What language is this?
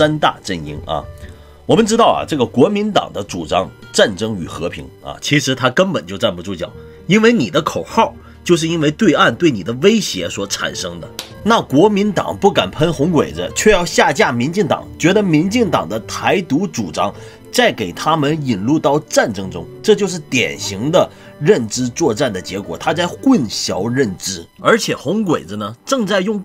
Chinese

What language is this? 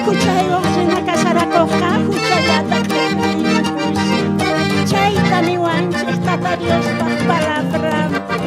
South Bolivian Quechua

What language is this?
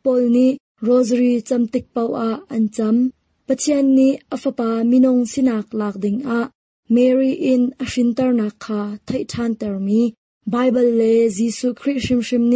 Hakha Chin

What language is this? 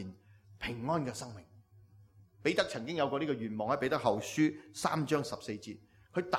Cantonese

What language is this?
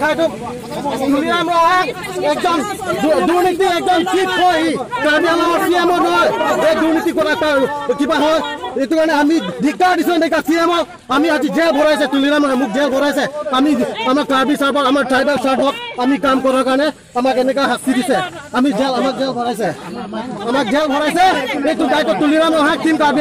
Karbi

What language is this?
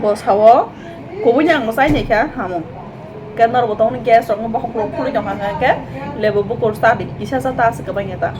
Kok Borok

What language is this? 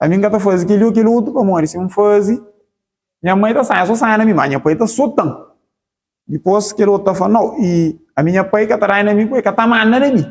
Kabuverdianu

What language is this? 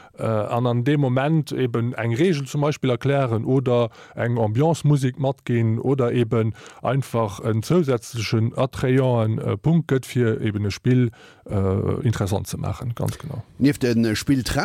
Luxembourgish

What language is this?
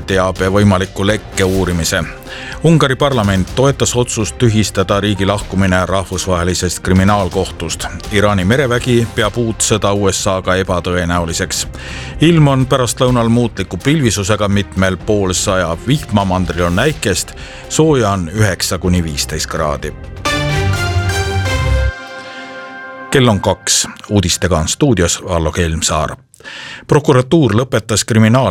Estonian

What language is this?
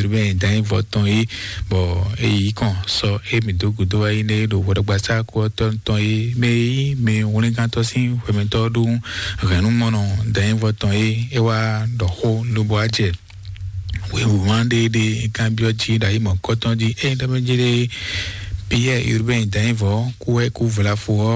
Fon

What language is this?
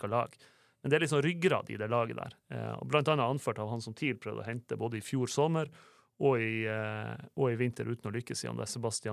Norwegian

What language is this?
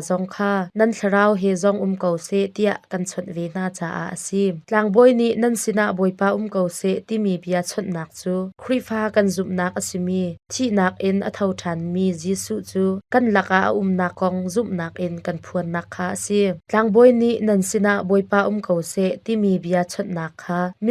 Hakha Chin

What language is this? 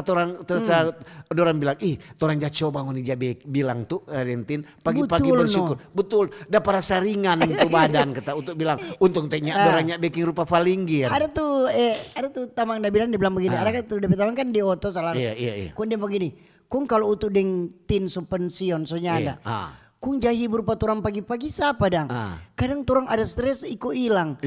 Manado Malay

